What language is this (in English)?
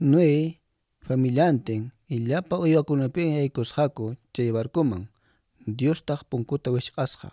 Quechua